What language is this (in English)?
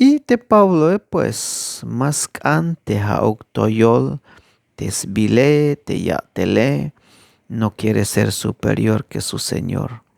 Tzeltal